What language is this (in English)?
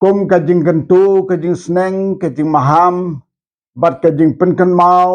Khasi